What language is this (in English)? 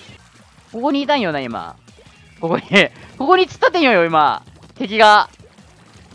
Japanese